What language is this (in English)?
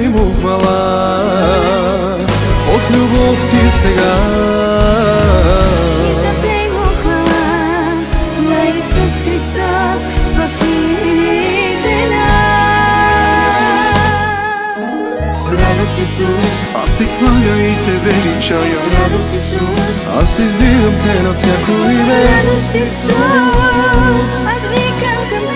Bulgarian